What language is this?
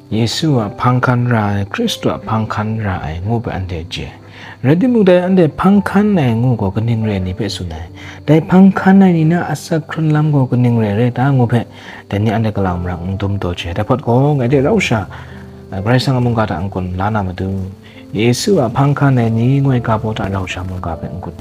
Kachin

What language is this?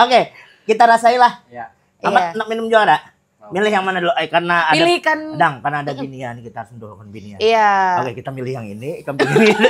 Banjar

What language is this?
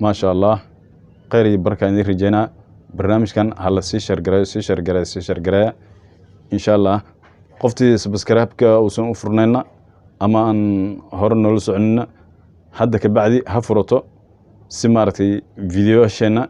Somali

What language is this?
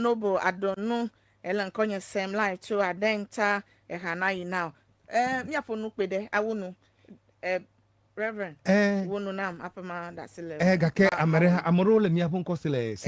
Ewe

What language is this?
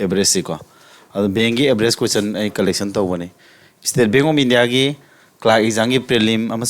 Manipuri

